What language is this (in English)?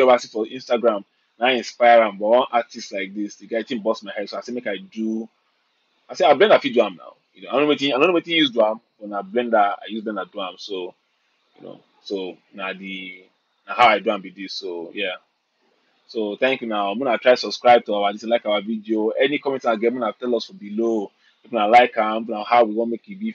Nigerian Pidgin